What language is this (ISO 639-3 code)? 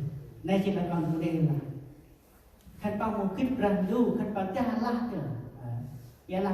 cmo